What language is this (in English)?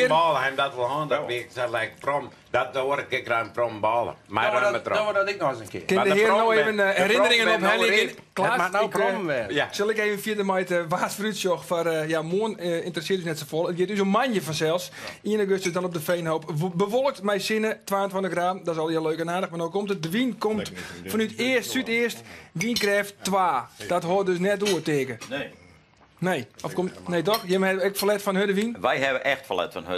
Western Frisian